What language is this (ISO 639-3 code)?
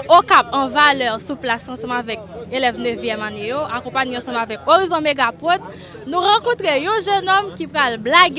hat